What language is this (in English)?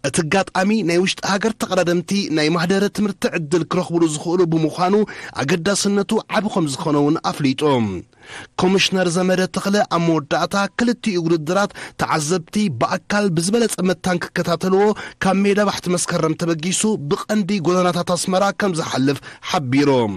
Tigrinya